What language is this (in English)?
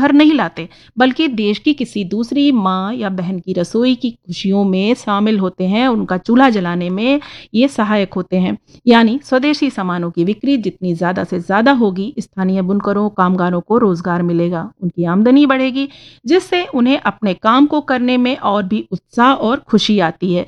Hindi